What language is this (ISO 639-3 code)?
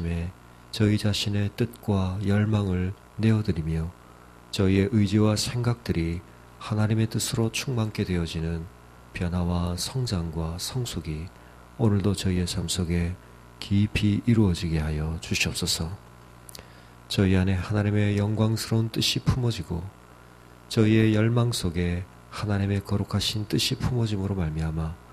kor